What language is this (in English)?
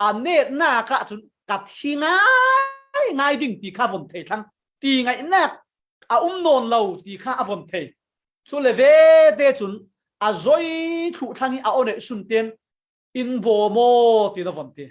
Falam Chin